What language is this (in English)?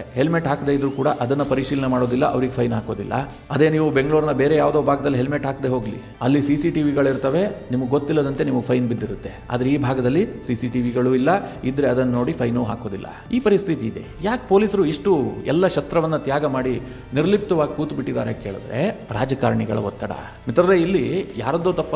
Kannada